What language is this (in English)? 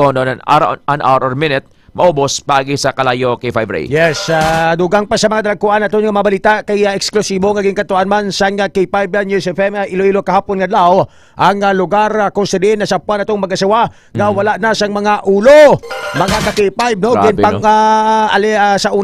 Hiligaynon